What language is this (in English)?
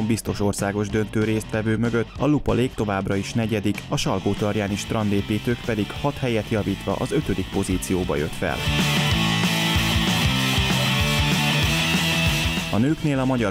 Hungarian